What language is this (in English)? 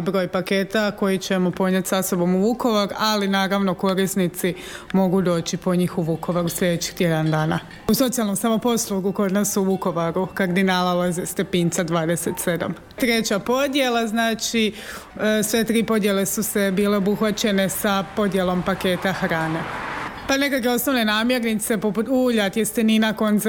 Croatian